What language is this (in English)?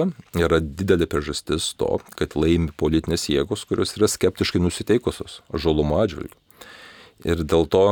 Lithuanian